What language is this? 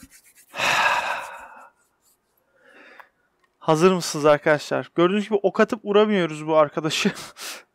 Turkish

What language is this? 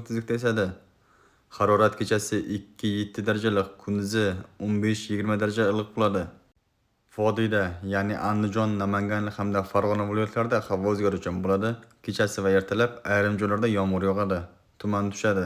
Uzbek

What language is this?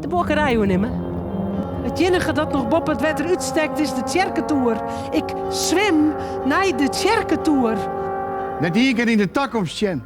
Western Frisian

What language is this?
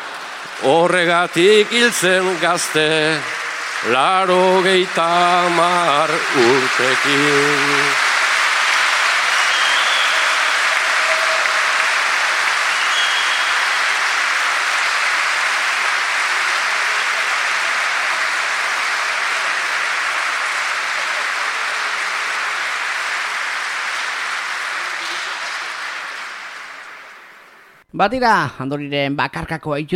Basque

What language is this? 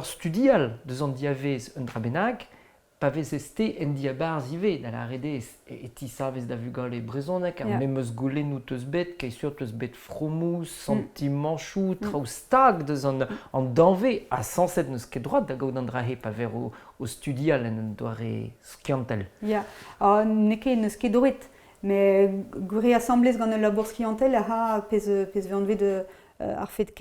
Breton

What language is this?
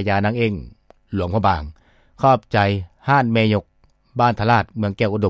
Lao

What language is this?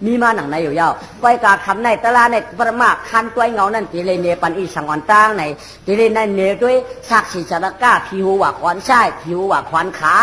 Shan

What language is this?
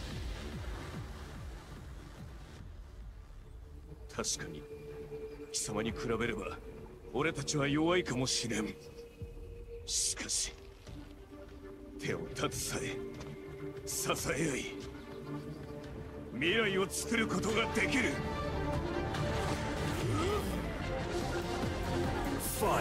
Japanese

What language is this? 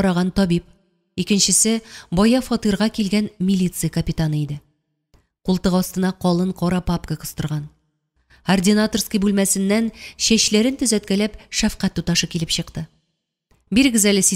Tatar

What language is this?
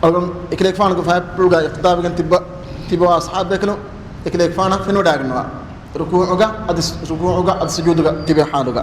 Divehi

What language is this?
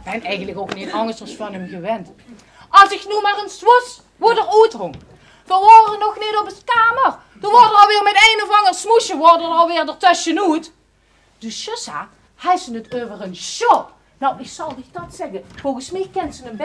Limburgish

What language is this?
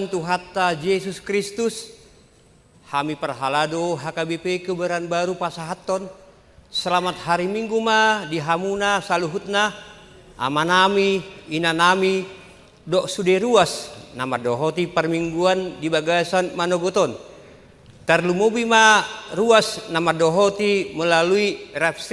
Batak Toba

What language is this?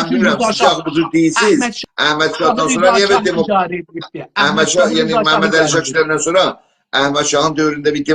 South Azerbaijani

